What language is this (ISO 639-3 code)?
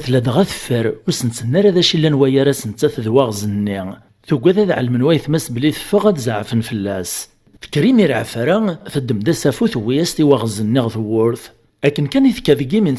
kab